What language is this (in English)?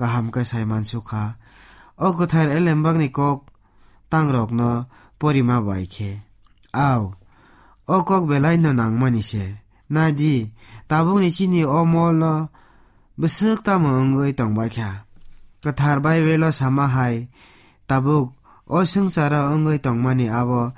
Kok Borok